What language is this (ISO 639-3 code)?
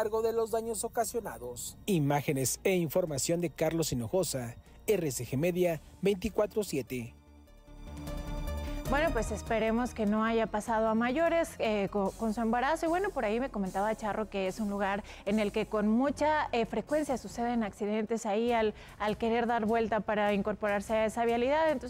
spa